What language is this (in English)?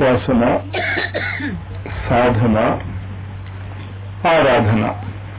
Telugu